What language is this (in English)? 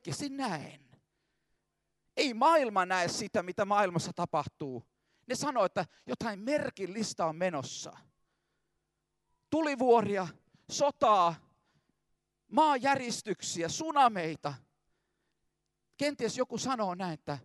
Finnish